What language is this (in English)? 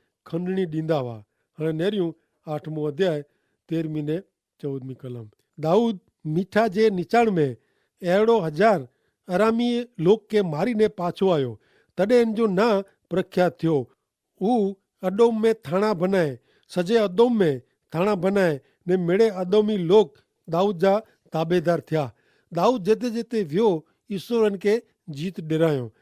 Kachhi